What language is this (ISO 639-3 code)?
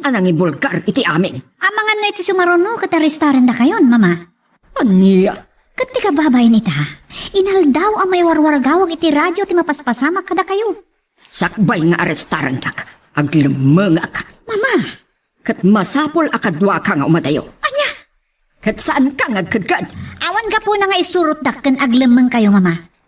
ilo